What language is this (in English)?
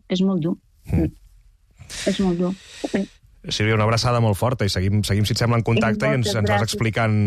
Catalan